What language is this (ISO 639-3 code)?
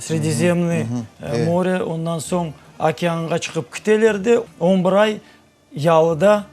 crh